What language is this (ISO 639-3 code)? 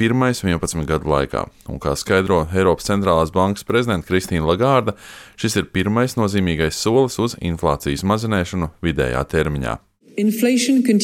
lav